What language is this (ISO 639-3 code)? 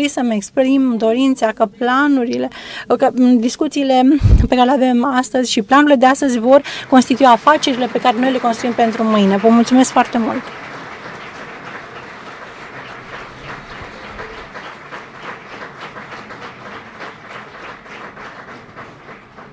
ron